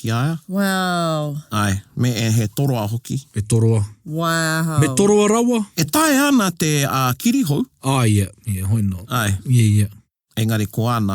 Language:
Māori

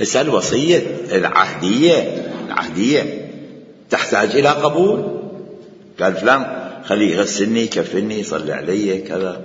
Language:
Mesopotamian Arabic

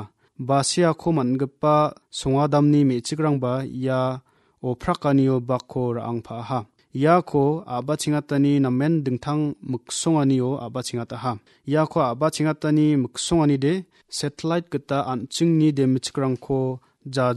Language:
Garo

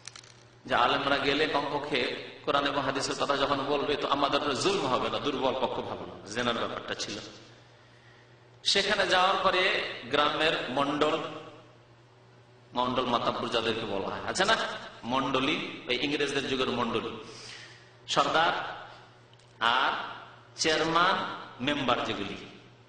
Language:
Bangla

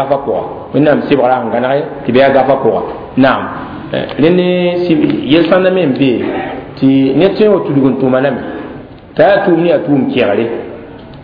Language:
Mossi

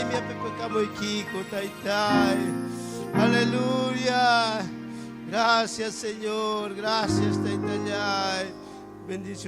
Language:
Ayacucho Quechua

